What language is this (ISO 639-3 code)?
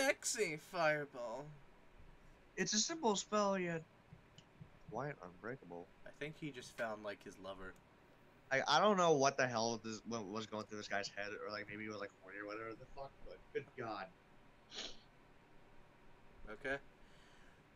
eng